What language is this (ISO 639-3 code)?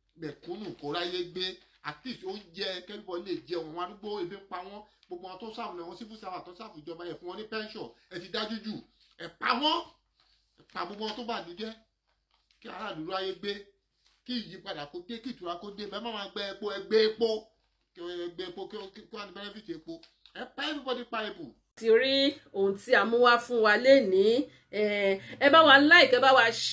yor